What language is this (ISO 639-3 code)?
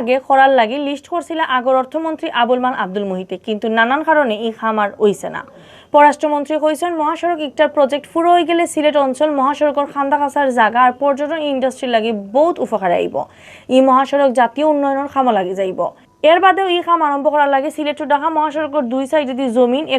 syl